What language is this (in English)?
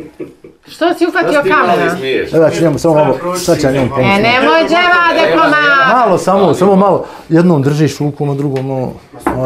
Bosnian